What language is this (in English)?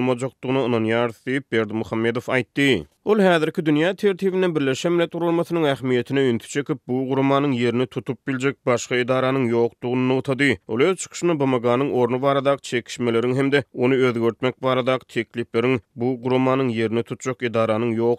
Turkmen